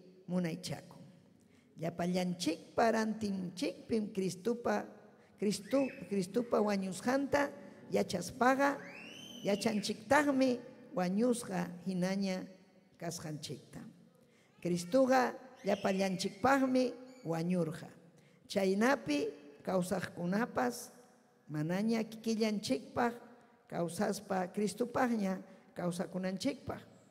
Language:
Ayacucho Quechua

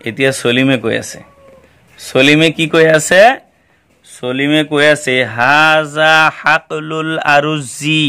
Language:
Assamese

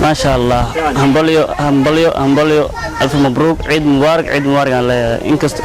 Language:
Somali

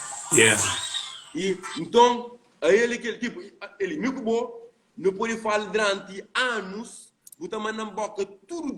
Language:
Kabuverdianu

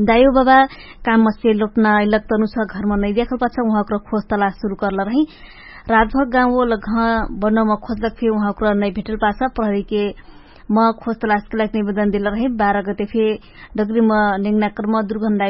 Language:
Dangaura Tharu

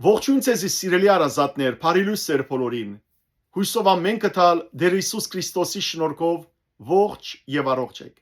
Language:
Western Armenian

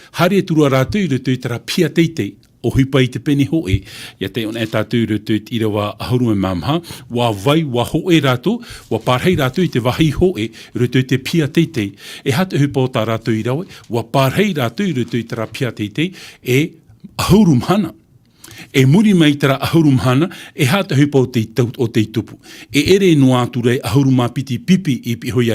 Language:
Tahitian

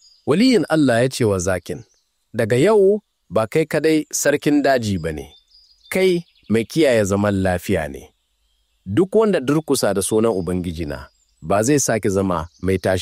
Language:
Hausa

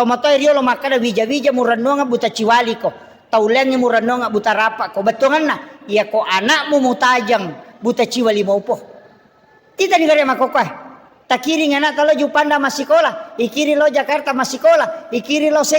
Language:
Buginese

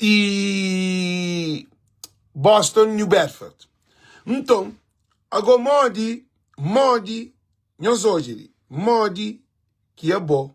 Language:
Kabuverdianu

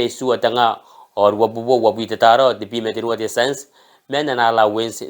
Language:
Gilbertese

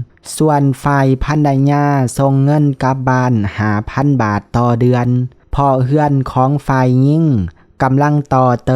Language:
Lao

